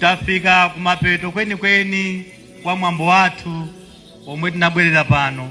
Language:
Nyanja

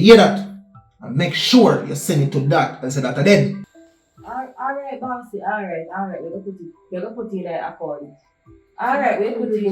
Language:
Jamaican Creole English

